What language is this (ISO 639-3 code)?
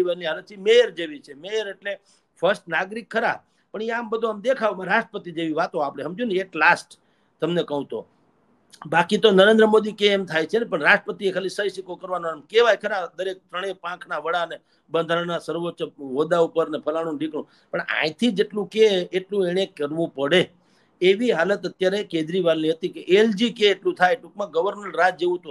guj